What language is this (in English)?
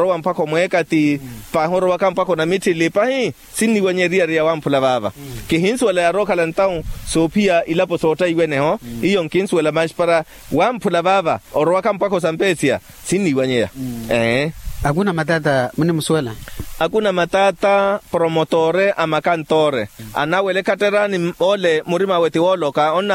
Makhuwa